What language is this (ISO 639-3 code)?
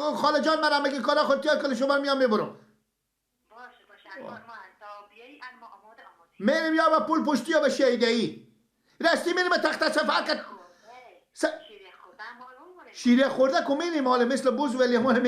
fas